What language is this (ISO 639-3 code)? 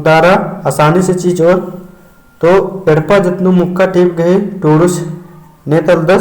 kru